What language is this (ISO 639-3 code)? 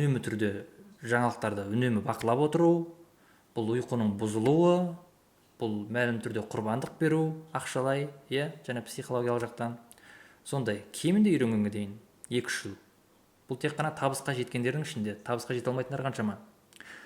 kaz